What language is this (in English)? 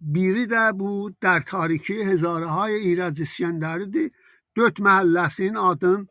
South Azerbaijani